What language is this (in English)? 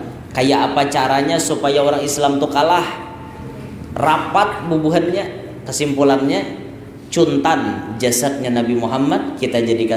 Banjar